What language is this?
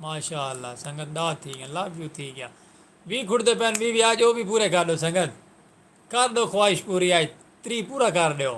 Saraiki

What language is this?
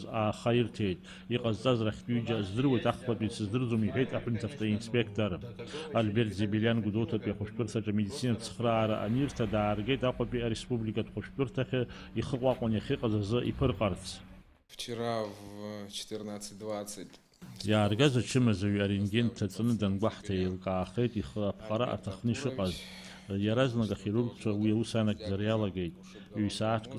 Abkhazian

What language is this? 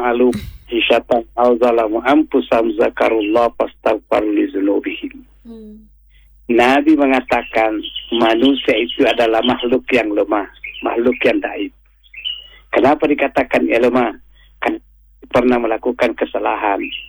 Indonesian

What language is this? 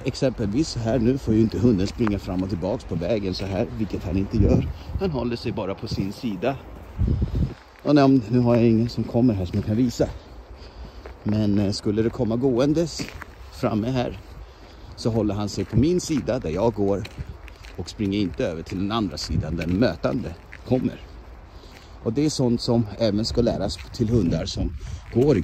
Swedish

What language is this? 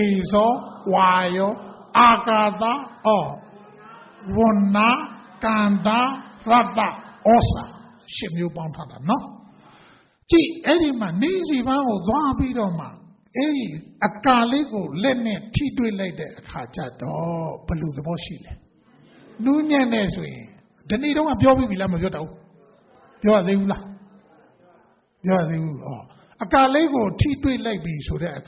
Burmese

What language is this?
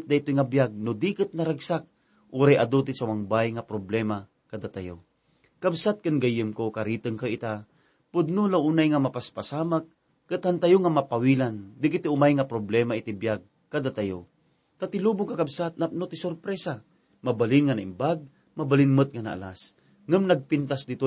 Iloko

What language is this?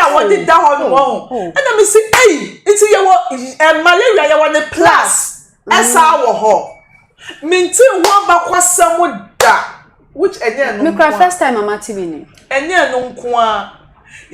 Akan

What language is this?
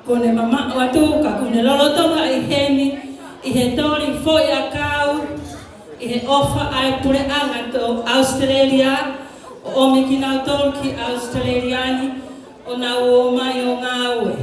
Tongan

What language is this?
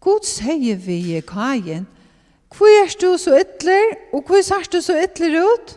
Faroese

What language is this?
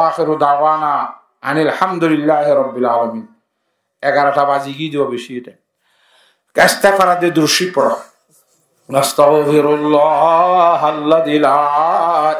Rohingya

